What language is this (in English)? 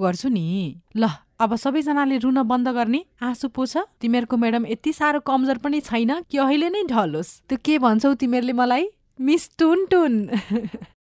Nepali